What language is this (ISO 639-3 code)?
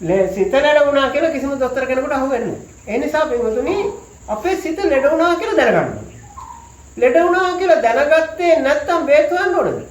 sin